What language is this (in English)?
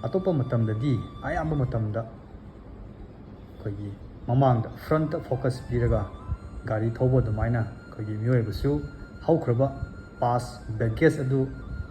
Manipuri